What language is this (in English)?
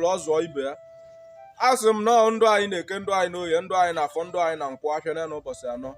Igbo